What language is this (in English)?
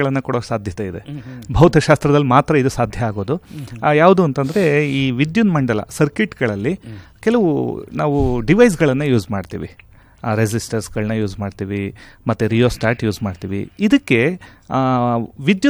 Kannada